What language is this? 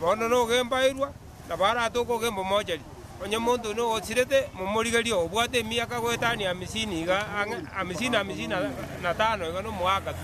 Gusii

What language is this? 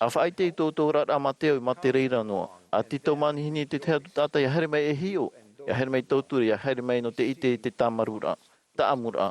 Tahitian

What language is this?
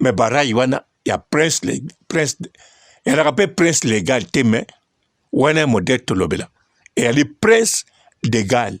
Lingala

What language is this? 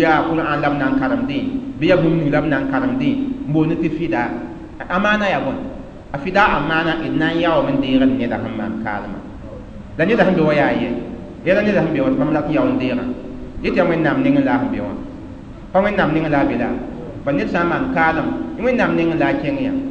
Mossi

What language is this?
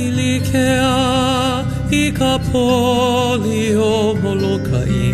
Hawaiian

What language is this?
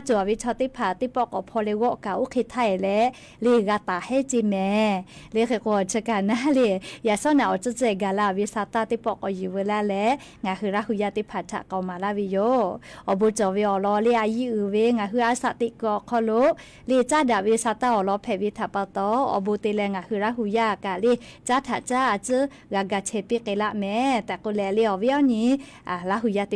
Lahu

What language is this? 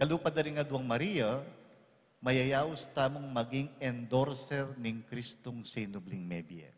Pampanga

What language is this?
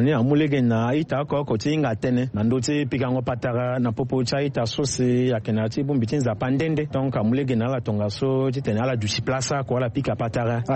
Sango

